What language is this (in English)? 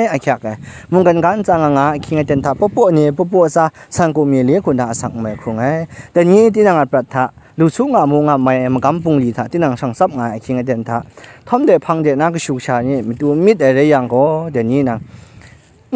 Kachin